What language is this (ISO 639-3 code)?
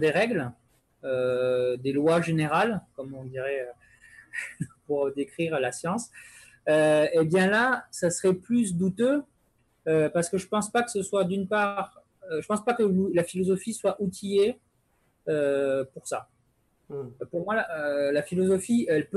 fra